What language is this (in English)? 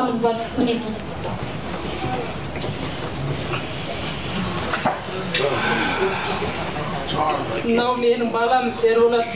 Kazakh